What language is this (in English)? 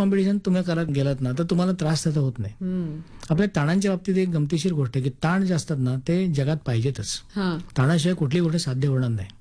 Marathi